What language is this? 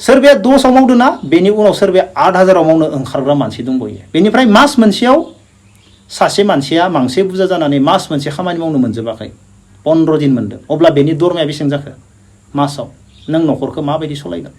Bodo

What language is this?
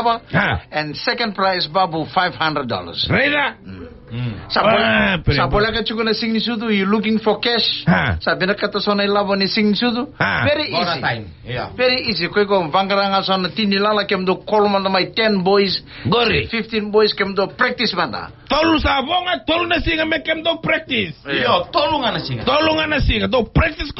Fijian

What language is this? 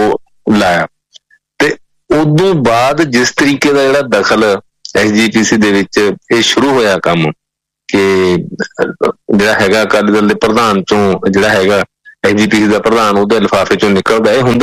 Punjabi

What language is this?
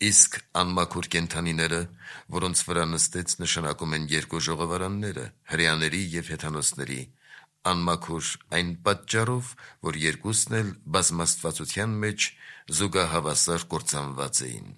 Armenian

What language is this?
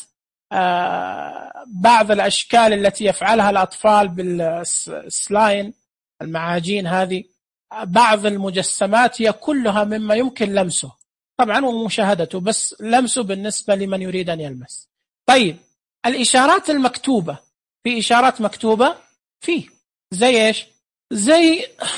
Najdi Arabic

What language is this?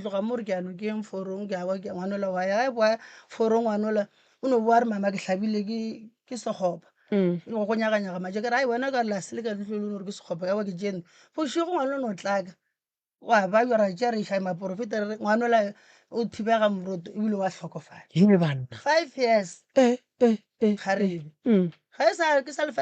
Northern Sotho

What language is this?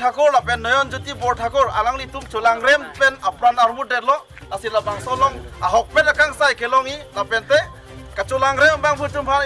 Karbi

